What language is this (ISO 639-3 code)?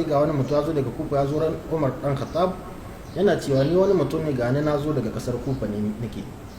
hau